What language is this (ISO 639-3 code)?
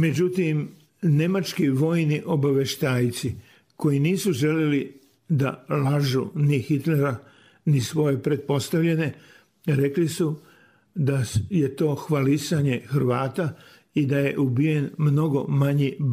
srp